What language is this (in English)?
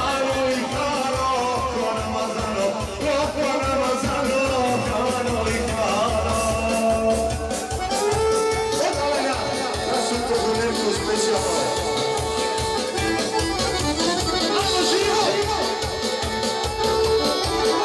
Croatian